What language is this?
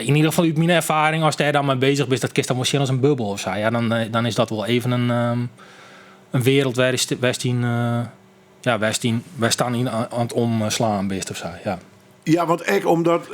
Western Frisian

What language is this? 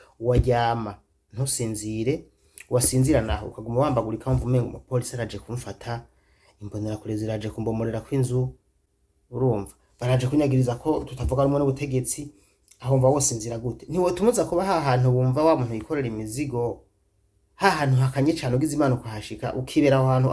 Rundi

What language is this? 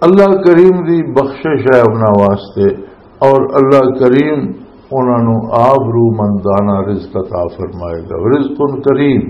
Western Panjabi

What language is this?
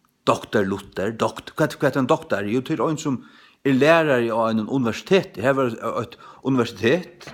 Faroese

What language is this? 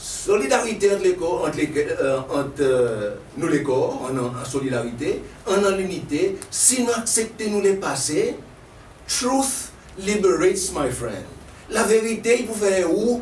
Seselwa Creole French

